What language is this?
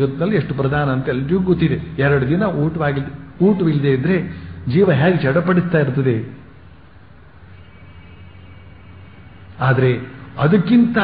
Kannada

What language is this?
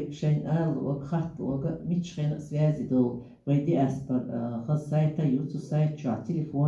Chechen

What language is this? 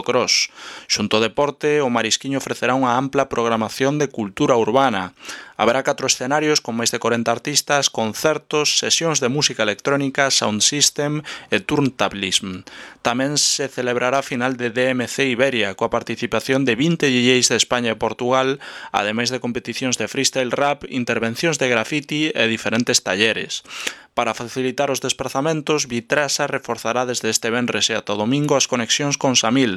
Galician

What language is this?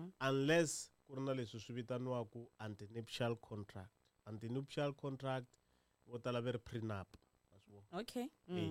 Tsonga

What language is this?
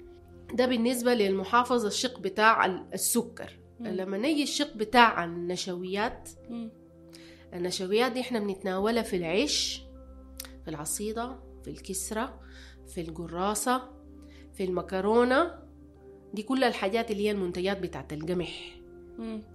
Sudanese Arabic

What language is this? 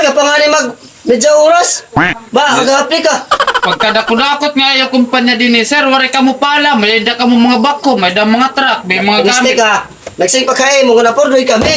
Waray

